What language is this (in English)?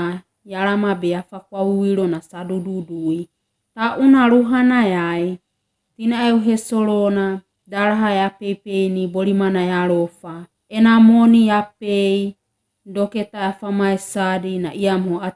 Wagawaga